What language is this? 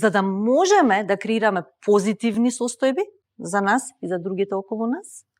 Macedonian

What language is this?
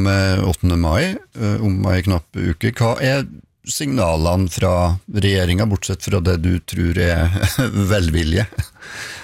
Norwegian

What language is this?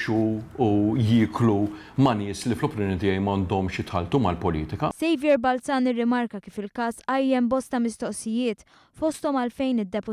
Maltese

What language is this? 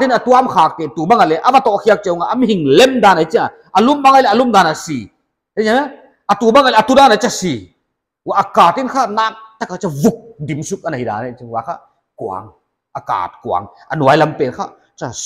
Paite Chin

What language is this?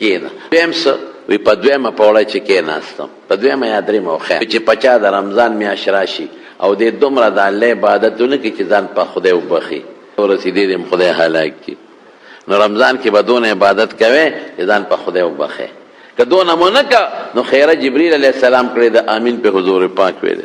Pashto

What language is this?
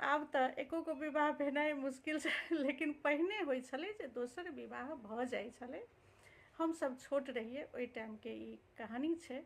Maithili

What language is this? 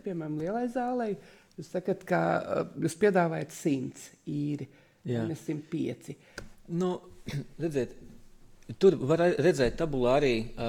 Latvian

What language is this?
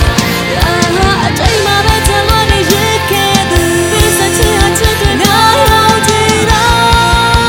Burmese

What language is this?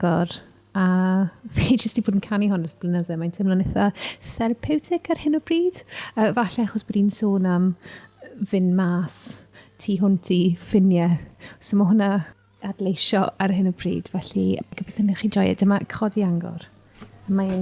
Welsh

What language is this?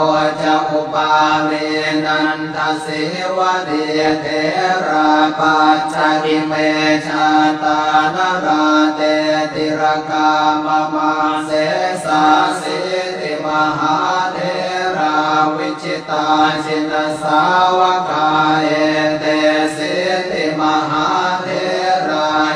Pali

